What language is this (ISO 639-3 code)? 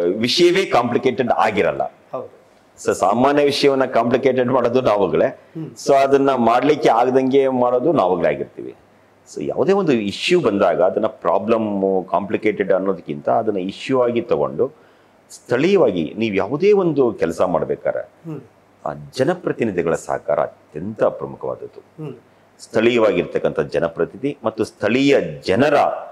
kan